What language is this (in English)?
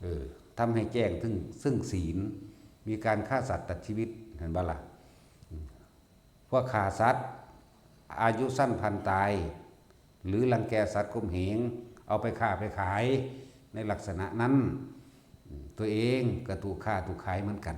Northeastern Thai